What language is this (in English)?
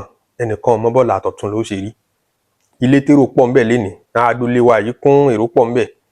Yoruba